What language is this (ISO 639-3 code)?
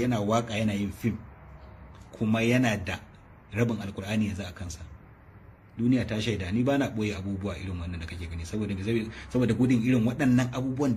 hau